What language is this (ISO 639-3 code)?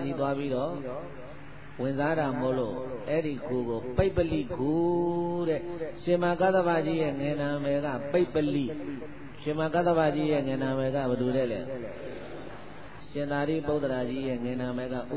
mya